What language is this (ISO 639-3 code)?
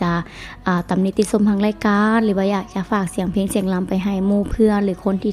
lao